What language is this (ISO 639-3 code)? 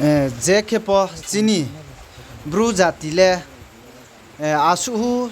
ria